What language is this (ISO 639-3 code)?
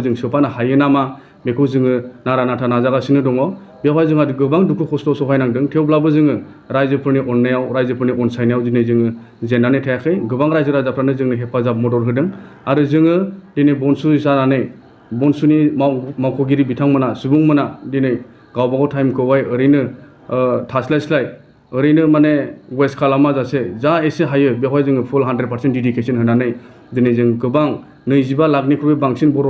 brx